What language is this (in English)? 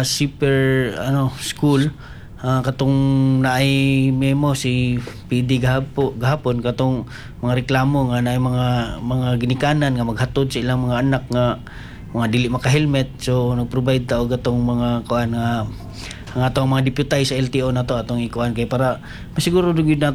Cebuano